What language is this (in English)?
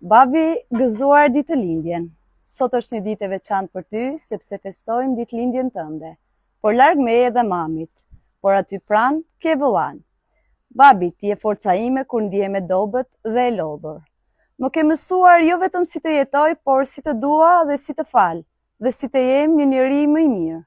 Albanian